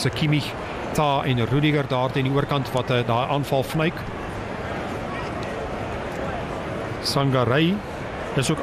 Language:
Afrikaans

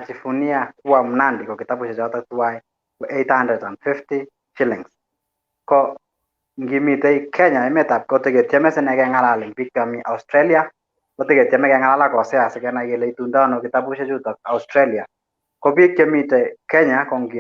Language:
Kalenjin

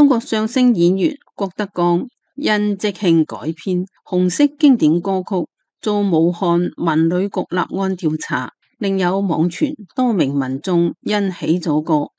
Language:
Cantonese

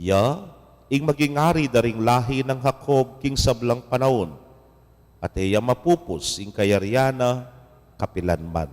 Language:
Pampanga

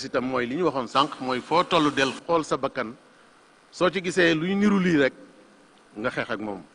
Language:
Wolof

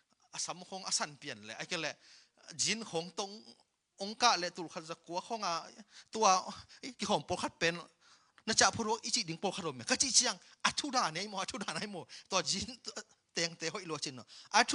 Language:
Tedim Chin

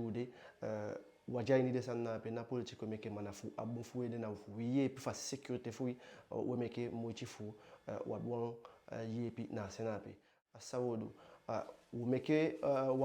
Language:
Eastern Maroon Creole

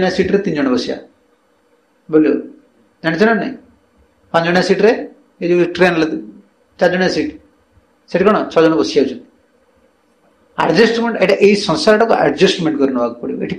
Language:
Odia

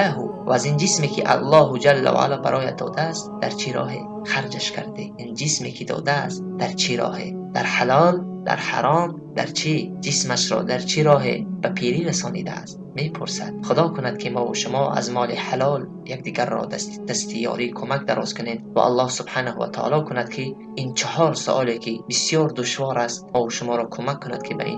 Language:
Tajik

